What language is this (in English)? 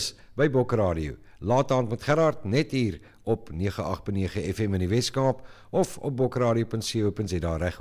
Afrikaans